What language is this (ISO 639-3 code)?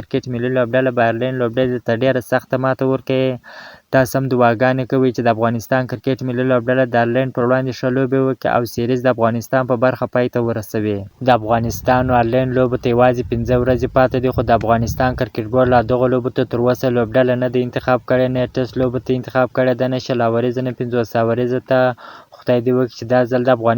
pus